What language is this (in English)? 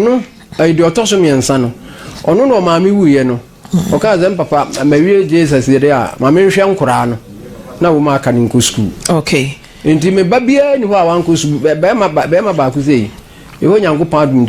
Akan